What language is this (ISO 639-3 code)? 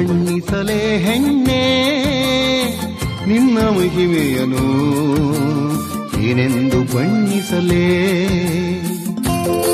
kan